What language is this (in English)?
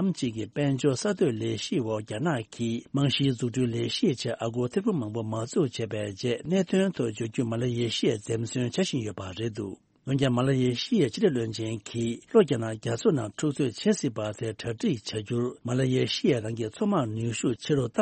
Tibetan